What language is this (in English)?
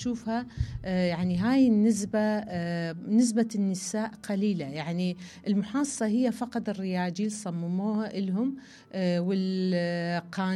Mesopotamian Arabic